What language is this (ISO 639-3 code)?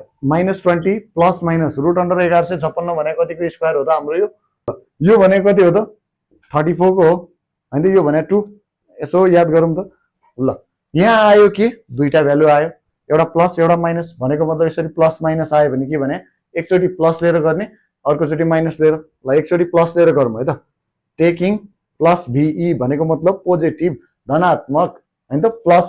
nep